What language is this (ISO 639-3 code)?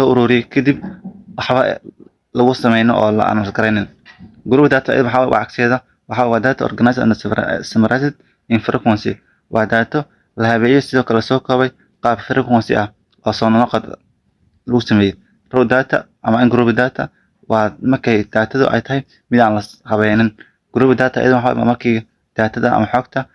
som